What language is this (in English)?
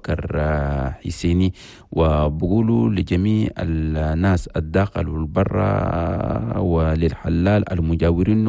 Chadian Arabic